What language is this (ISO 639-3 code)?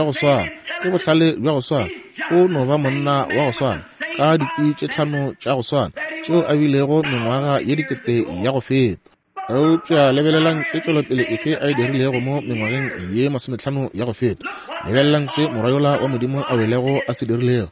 nso